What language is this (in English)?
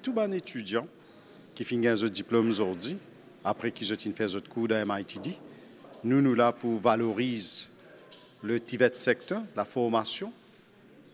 Morisyen